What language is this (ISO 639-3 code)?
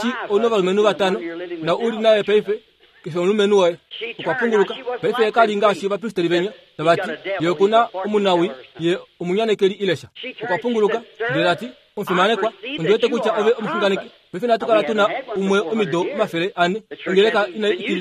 kua